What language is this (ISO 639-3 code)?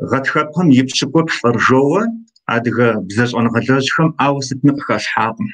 kbd